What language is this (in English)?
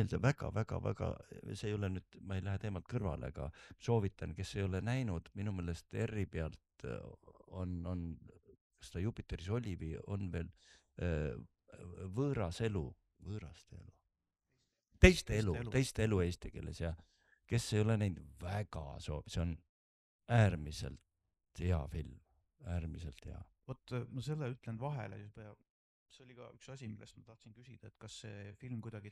Estonian